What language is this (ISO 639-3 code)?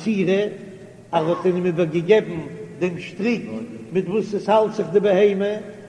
yid